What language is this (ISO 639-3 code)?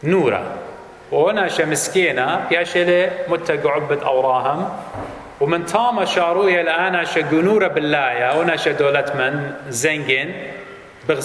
aii